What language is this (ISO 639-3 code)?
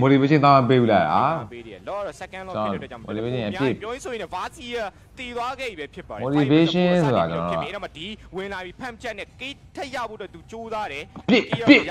mya